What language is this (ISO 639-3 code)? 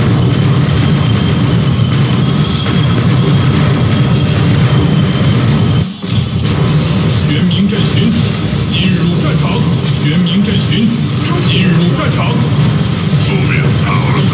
zho